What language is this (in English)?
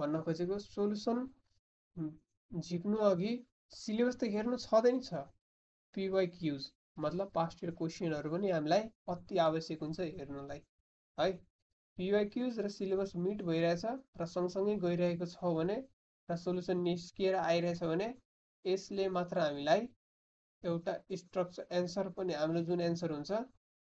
Nepali